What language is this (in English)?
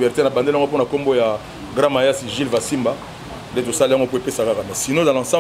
Lingala